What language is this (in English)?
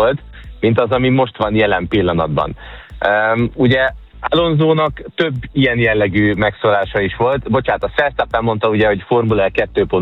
Hungarian